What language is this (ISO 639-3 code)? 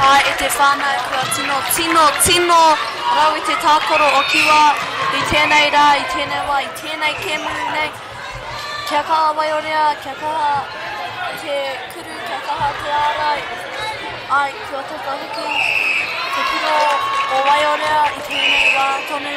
mri